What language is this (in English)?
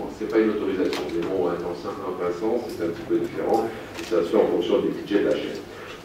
French